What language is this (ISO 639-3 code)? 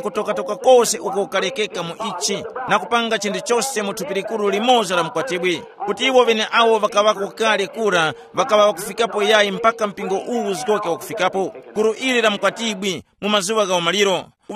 tum